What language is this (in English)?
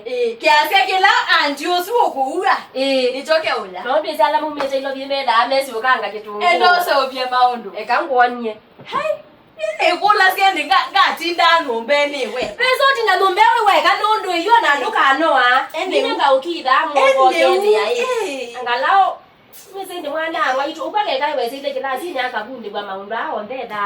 Kamba